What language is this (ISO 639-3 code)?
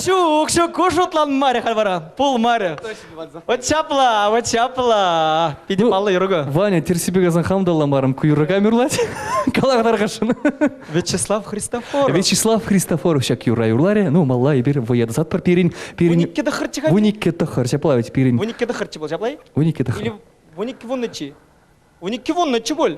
chv